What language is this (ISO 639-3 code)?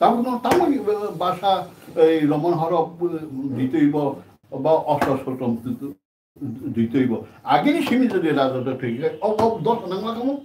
trp